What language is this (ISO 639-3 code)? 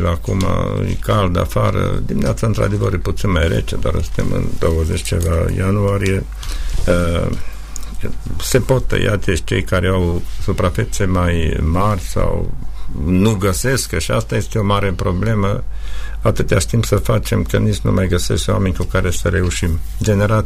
ron